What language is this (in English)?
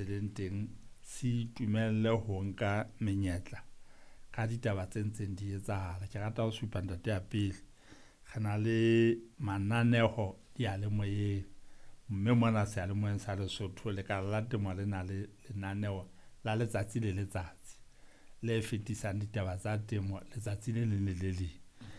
Southern Sotho